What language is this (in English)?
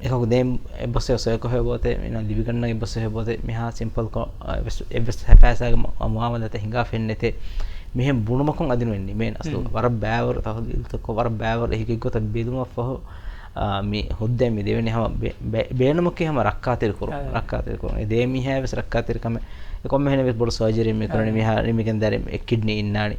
Divehi